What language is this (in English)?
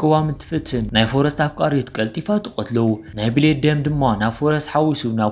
Tigrinya